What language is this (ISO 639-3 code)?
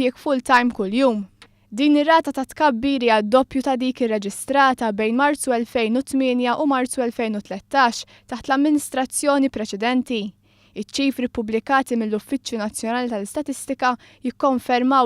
mlt